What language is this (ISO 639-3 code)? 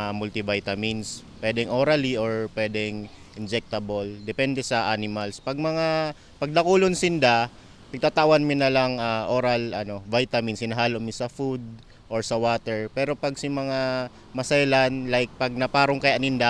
bik